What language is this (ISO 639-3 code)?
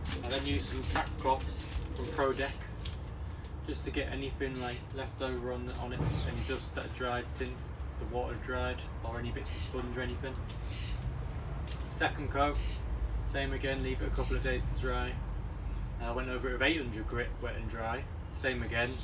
eng